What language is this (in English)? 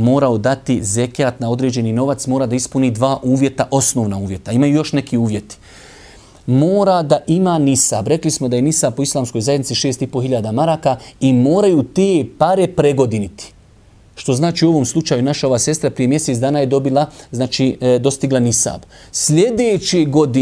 Bosnian